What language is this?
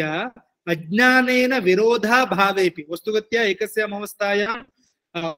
Sanskrit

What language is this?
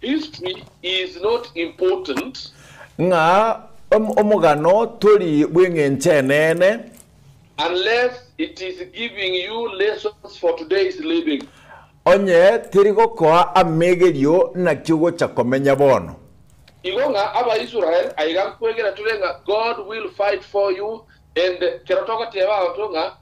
Gusii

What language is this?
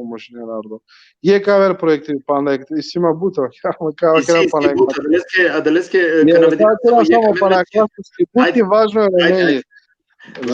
Balkan Romani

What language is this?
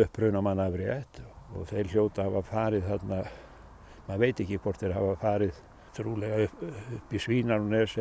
Icelandic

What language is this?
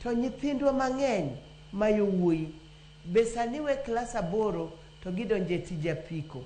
Luo (Kenya and Tanzania)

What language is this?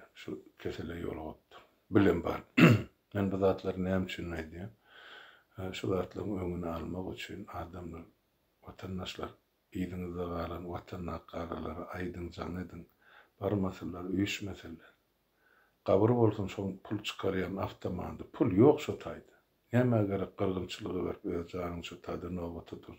Turkmen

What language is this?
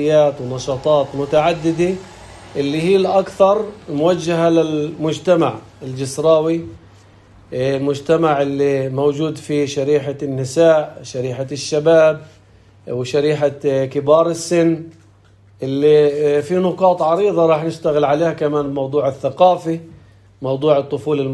North Levantine Arabic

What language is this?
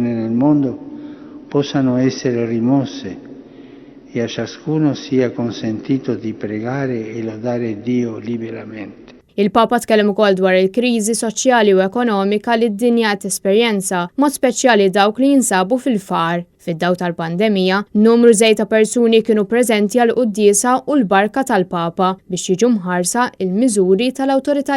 Maltese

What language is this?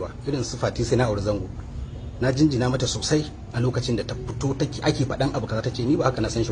Hausa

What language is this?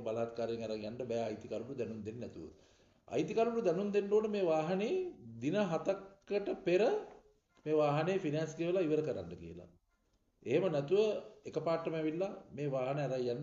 Sinhala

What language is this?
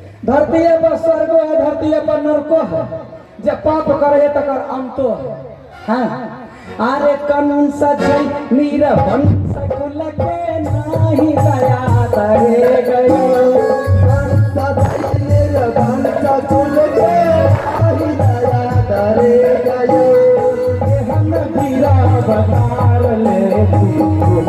Maithili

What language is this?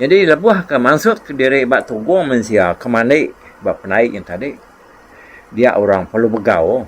Iban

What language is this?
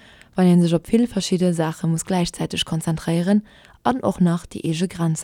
Luxembourgish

